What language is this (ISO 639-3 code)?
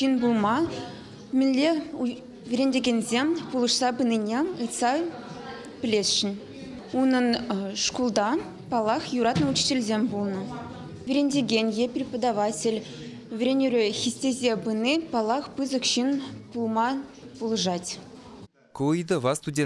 chv